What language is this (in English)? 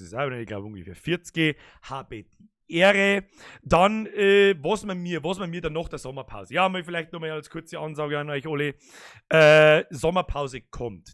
Bavarian